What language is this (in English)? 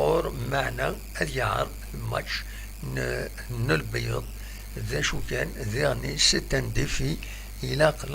Kabyle